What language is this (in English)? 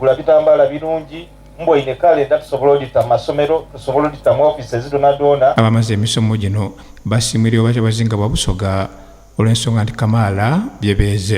Soga